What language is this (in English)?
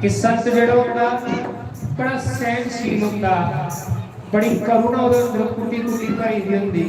Dogri